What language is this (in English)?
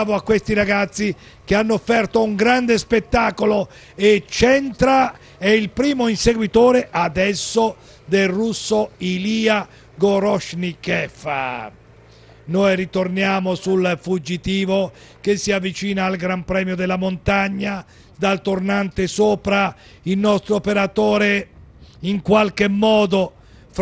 Italian